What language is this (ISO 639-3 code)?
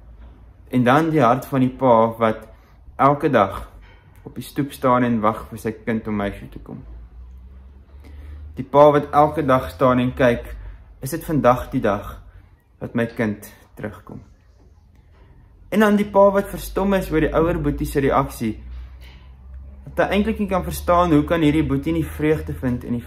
afr